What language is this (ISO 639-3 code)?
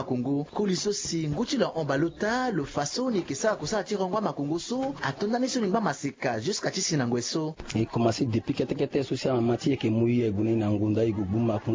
sag